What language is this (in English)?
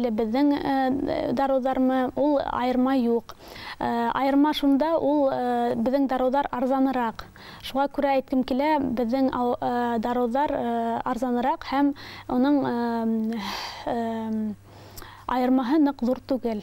Bashkir